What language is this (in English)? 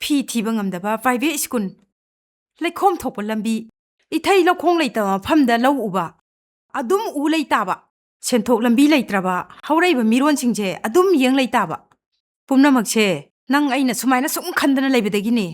Manipuri